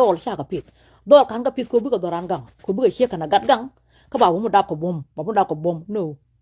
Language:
Nuer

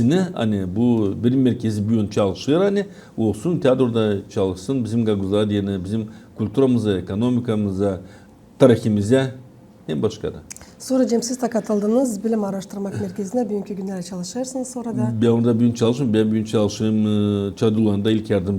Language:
Gagauz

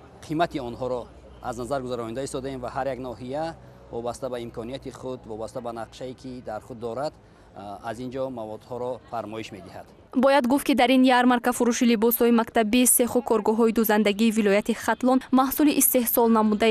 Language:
Tajik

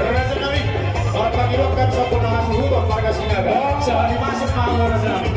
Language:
Batak Toba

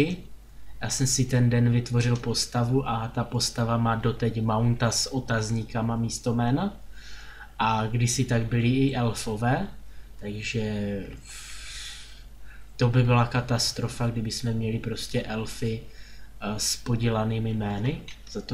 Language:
Czech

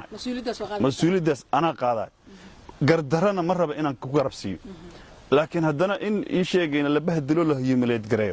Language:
Somali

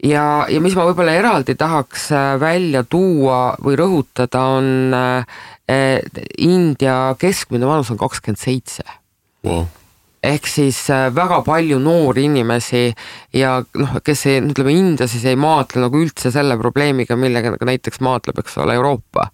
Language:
Estonian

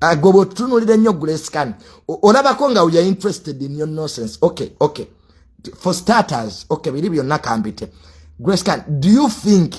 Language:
Ganda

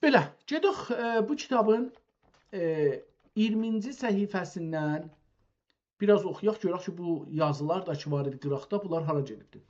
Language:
South Azerbaijani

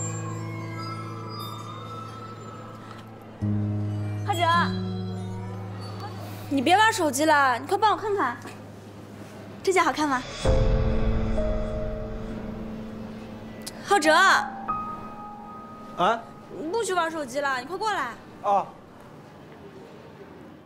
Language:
Chinese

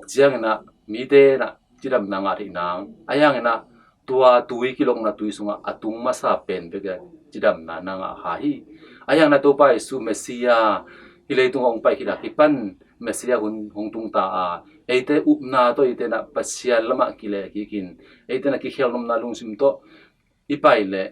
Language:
Tedim Chin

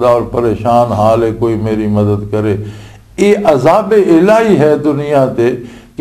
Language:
Western Panjabi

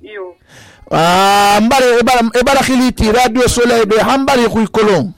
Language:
Susu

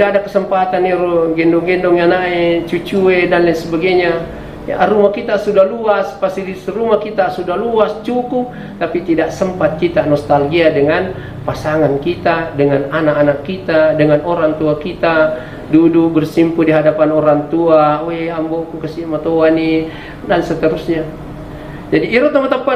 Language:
Buginese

